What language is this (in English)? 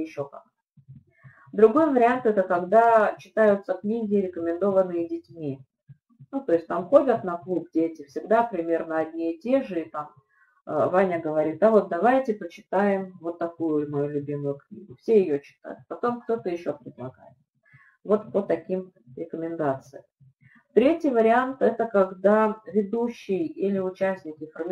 Russian